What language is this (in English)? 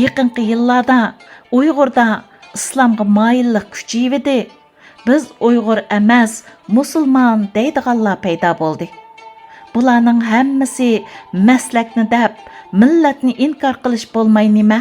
Uyghur